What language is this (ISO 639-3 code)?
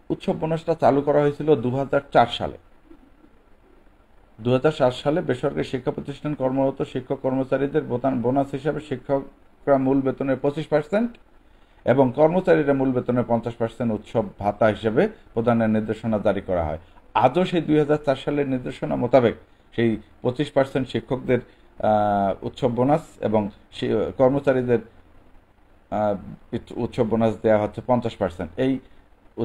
ben